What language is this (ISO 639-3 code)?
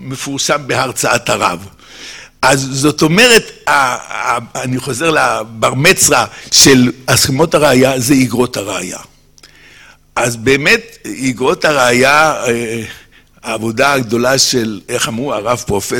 heb